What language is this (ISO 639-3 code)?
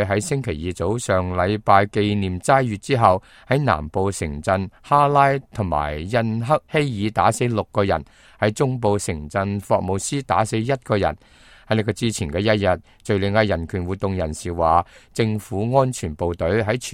yue